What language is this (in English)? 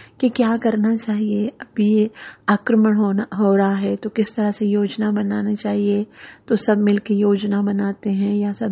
Hindi